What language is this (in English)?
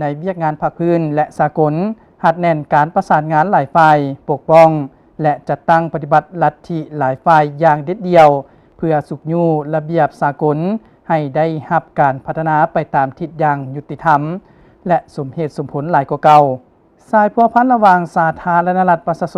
Lao